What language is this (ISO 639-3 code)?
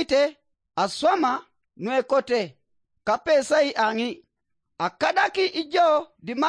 teo